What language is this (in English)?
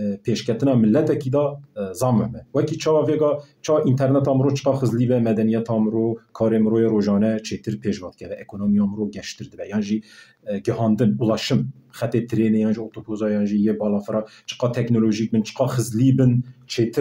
Kurdish